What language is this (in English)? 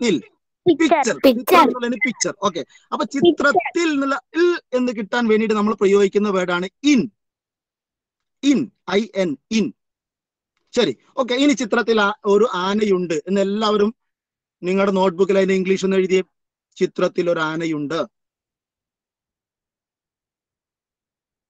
Malayalam